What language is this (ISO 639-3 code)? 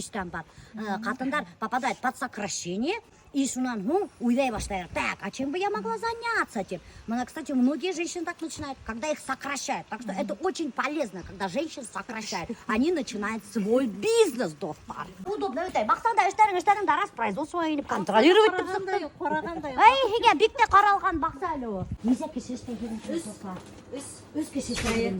bak